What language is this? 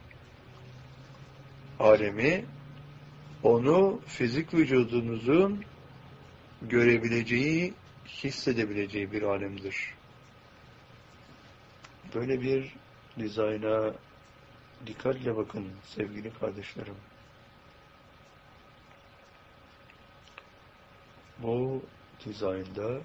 Turkish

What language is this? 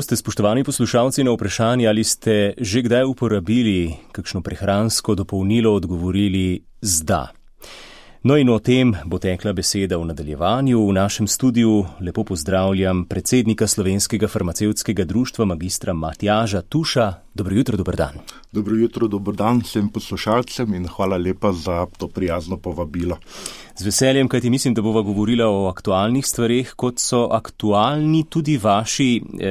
Slovenian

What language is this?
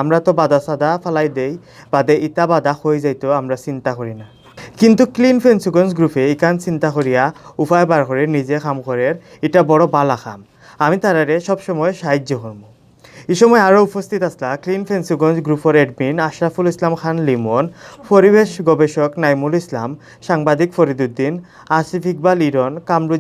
Sylheti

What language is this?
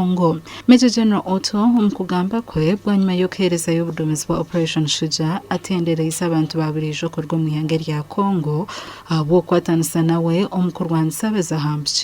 Nyankole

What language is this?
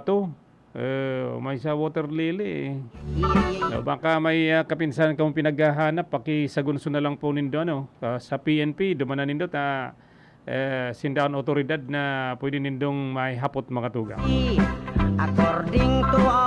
Bikol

